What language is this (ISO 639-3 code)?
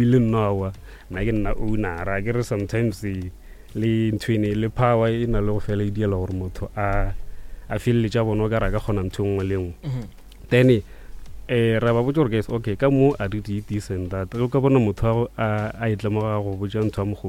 nso